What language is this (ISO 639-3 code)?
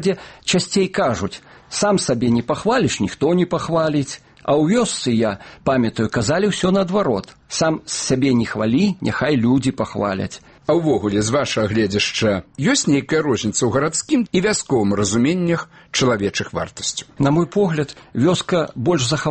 bel